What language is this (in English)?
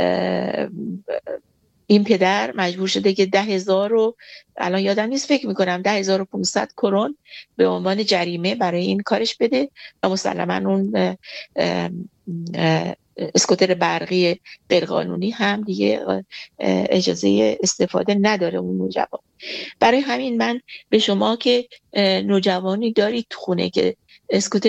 Persian